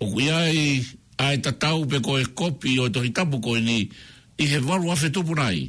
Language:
Tongan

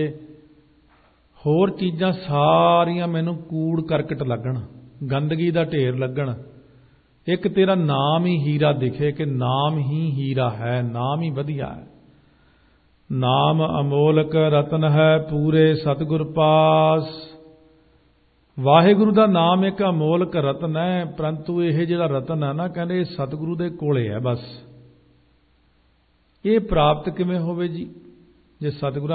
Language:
Punjabi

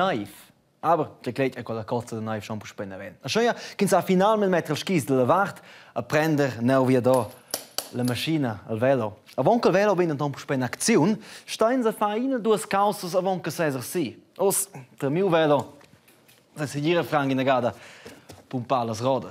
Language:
Romansh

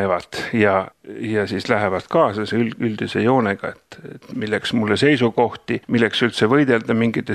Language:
Estonian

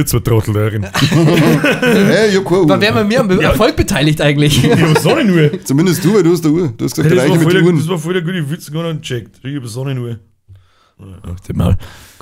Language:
Bavarian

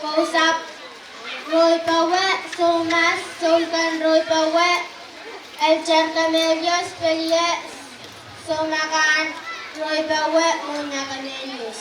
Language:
Pohnpeian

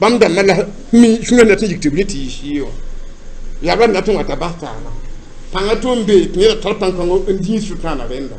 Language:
Mossi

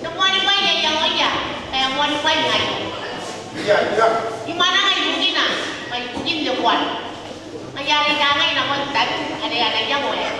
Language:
Gilbertese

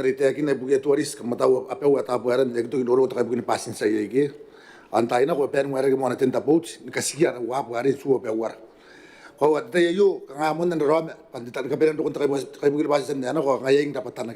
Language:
Gilbertese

